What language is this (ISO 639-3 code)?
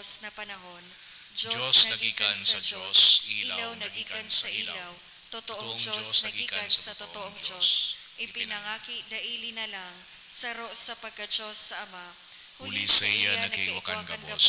bik